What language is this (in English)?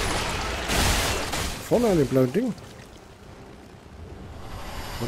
German